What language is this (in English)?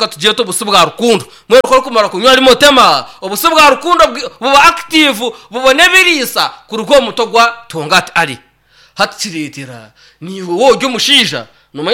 Nyankole